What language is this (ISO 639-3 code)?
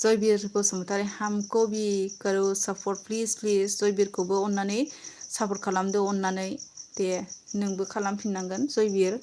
brx